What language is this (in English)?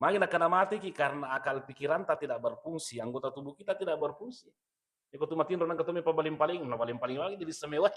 Buginese